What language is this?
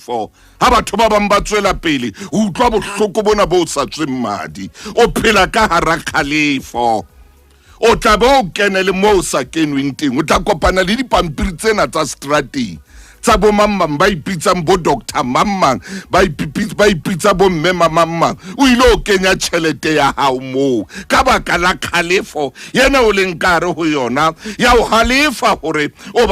Southern Sotho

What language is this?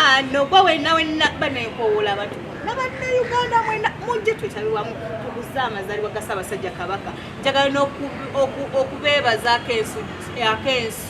Ganda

